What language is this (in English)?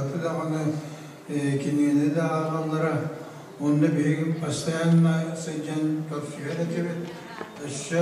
Yakut